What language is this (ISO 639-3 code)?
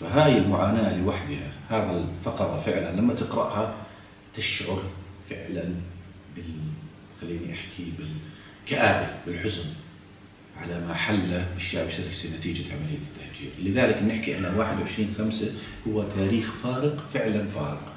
ajp